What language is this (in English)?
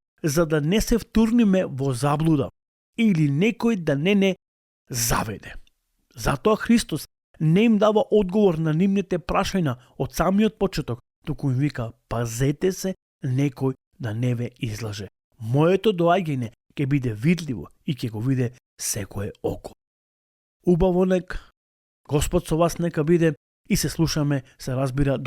Macedonian